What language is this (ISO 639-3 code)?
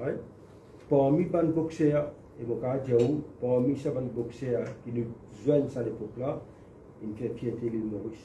mfe